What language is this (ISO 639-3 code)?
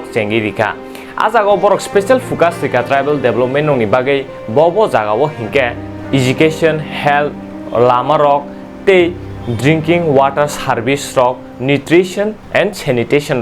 trp